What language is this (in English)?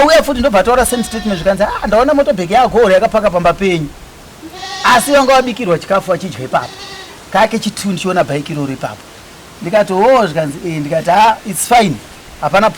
Shona